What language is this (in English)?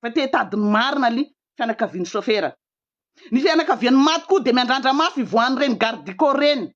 Malagasy